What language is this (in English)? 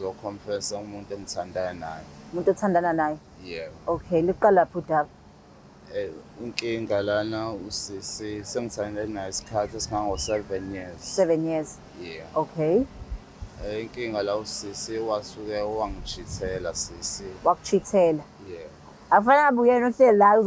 Zulu